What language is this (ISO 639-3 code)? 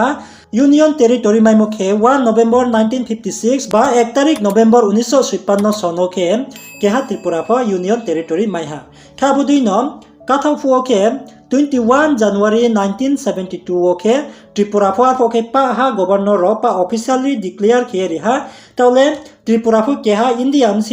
ria